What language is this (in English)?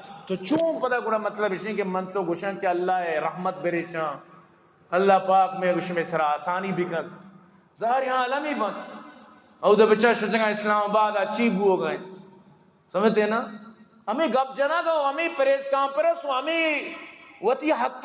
Eastern Balochi